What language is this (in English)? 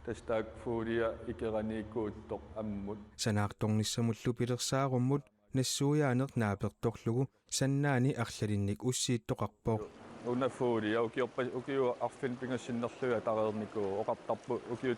Kalaallisut